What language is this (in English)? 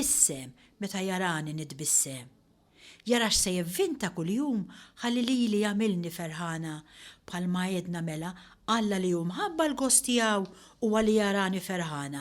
Maltese